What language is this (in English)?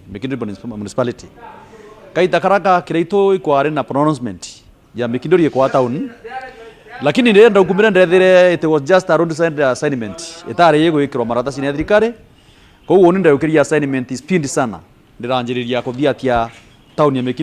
Meru